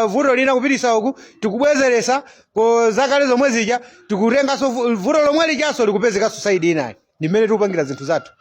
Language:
Nyanja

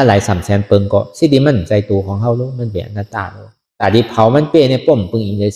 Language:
Shan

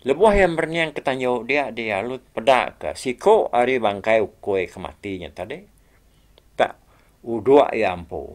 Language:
Iban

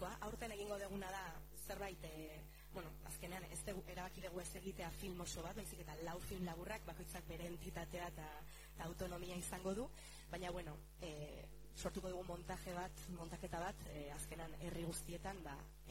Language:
Basque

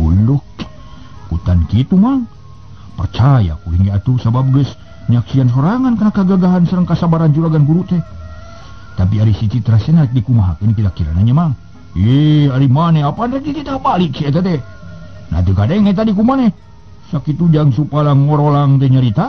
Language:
Sundanese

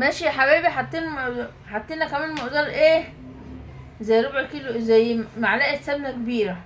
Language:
Egyptian Arabic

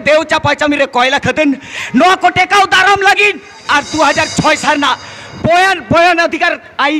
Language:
Santali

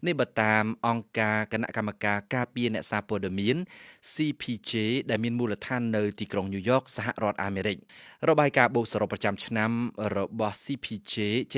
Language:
Khmer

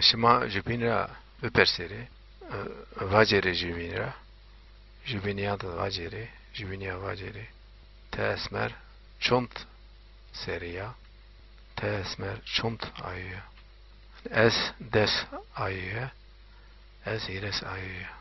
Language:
Zaza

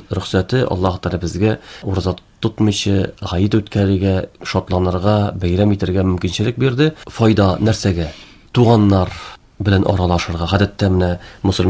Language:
Tatar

